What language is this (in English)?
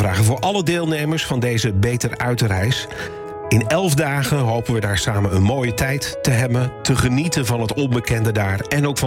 Dutch